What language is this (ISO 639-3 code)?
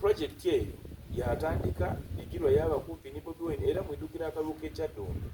xog